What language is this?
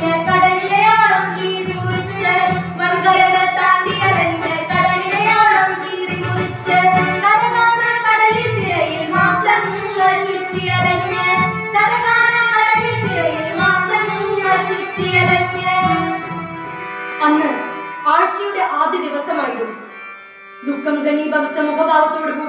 Malayalam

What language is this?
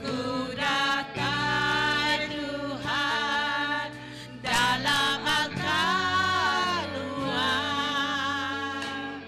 Iban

